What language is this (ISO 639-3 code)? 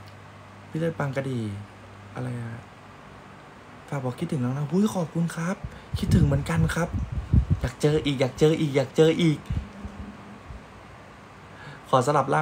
tha